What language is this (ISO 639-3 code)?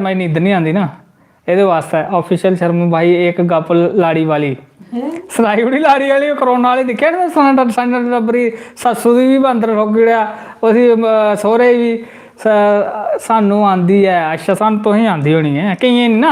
doi